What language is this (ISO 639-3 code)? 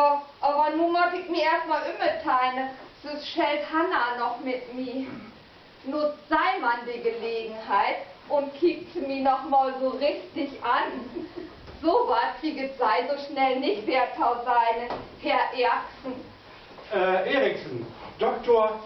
nds